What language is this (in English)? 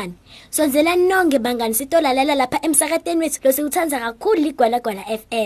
Swati